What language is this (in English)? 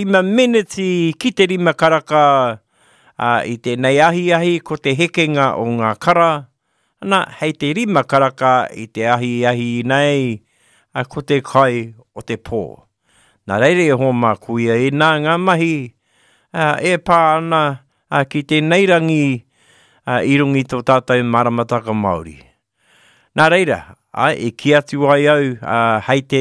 Māori